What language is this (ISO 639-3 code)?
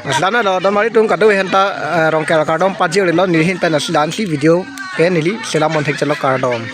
mjw